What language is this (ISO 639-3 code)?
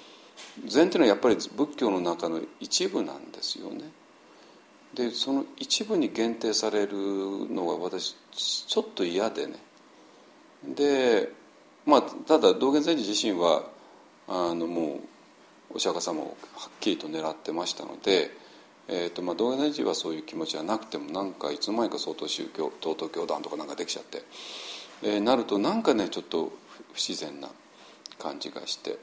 jpn